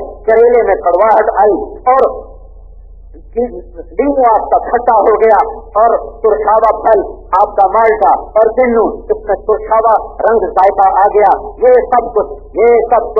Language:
Urdu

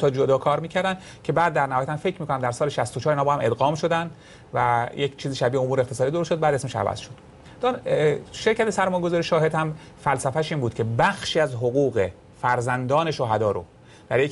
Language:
Persian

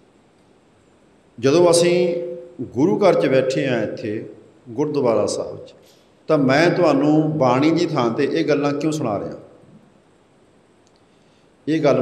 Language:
Punjabi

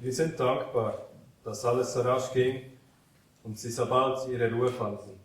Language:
Swiss German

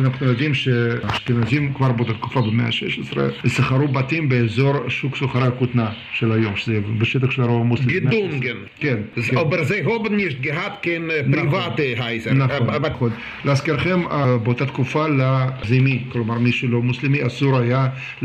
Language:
Hebrew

